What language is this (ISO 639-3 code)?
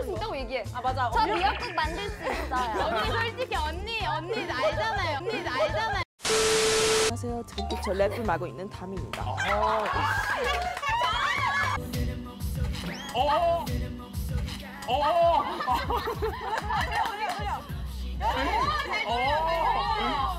kor